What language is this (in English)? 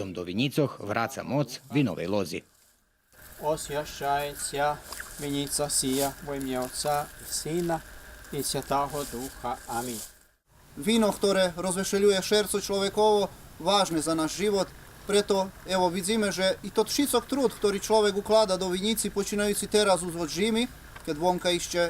Rusyn